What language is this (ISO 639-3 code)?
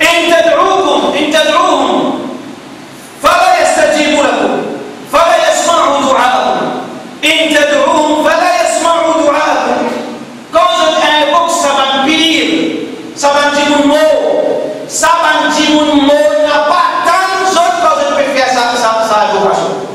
mfe